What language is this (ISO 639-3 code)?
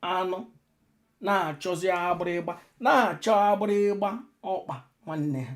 ibo